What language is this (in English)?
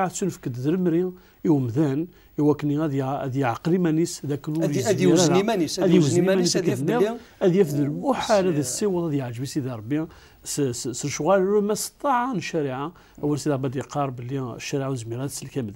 Kabyle